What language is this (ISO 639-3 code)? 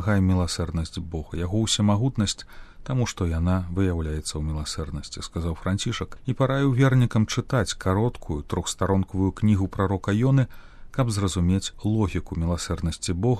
bel